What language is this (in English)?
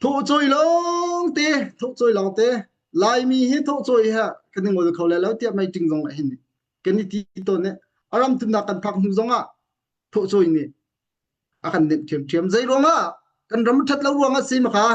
Hakha Chin